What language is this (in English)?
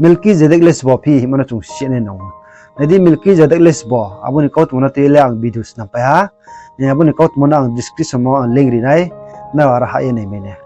Riang (India)